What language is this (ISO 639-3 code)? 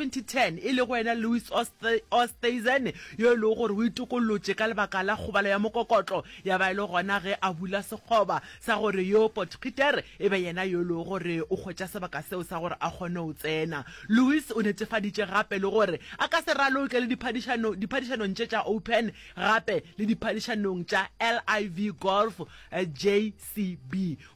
nso